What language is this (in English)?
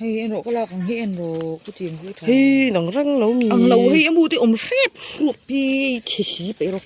Mizo